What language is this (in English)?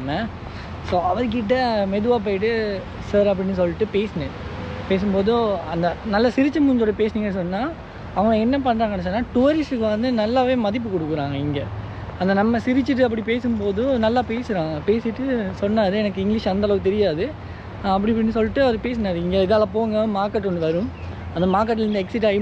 Tamil